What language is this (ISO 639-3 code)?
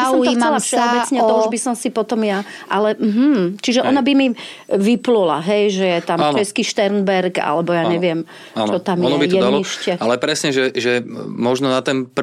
slk